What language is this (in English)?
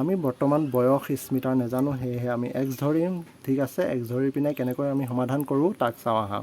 Assamese